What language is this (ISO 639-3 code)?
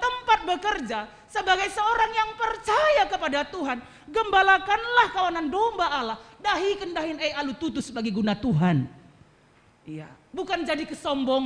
btx